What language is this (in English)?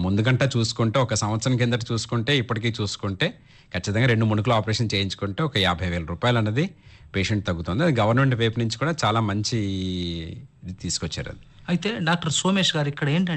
Telugu